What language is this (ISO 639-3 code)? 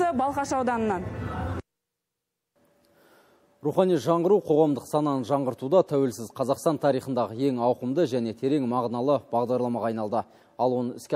kaz